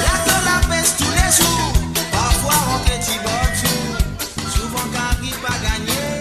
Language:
Morisyen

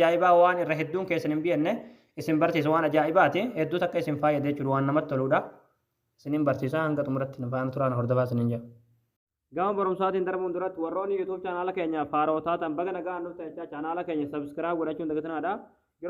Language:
Oromo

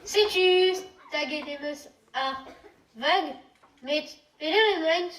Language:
Breton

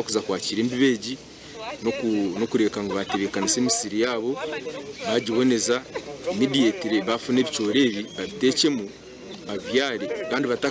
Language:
Nyankole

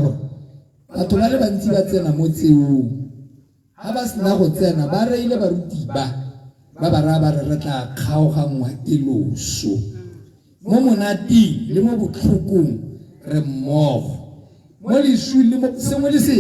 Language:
Tswana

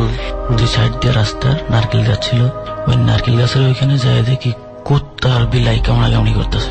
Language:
Bangla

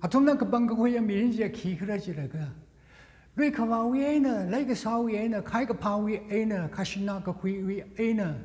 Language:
Tangkhul Naga (India)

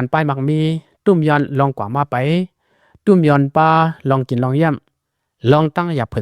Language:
Lao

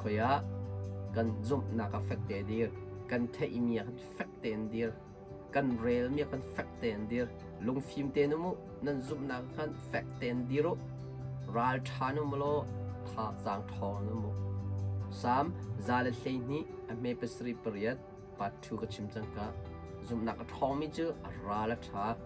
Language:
Hakha Chin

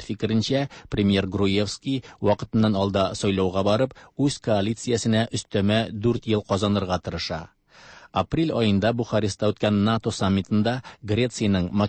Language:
Tatar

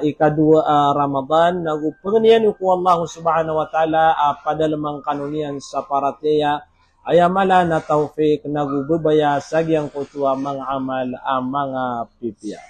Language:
Maranao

